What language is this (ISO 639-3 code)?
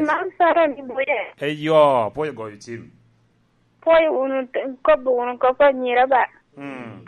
laj